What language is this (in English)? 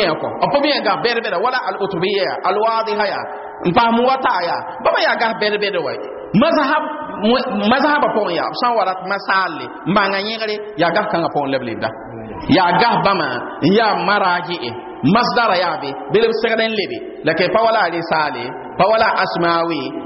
Mossi